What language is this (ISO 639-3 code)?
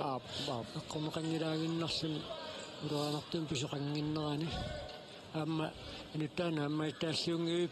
kal